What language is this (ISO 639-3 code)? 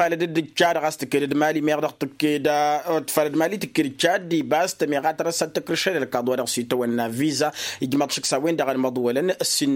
taq